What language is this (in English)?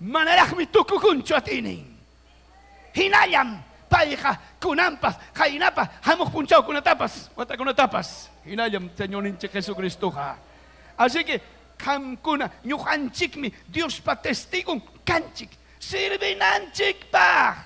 Ayacucho Quechua